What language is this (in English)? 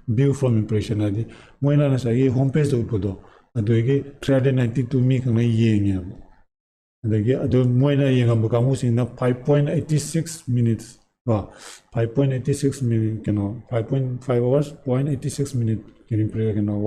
Manipuri